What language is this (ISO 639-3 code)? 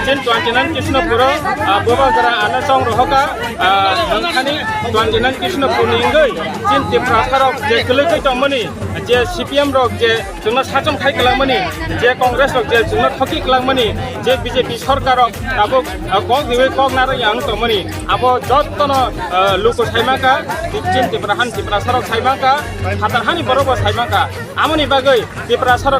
trp